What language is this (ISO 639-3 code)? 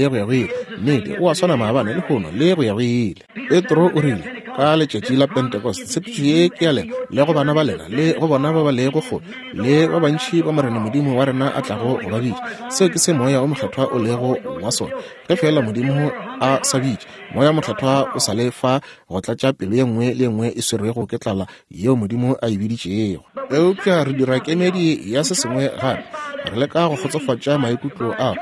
nso